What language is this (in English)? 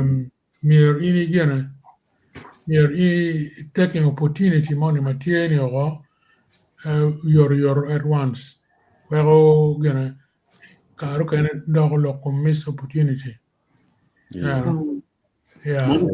Acoli